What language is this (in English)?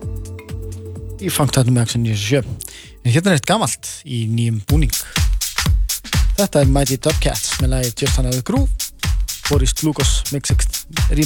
Icelandic